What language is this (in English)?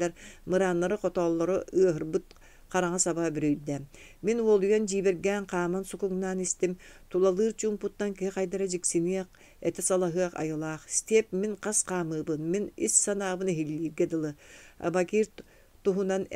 Yakut